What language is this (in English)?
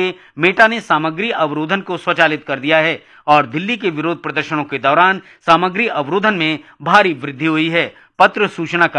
Hindi